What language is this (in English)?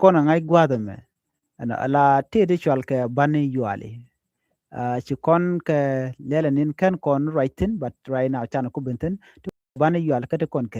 Nuer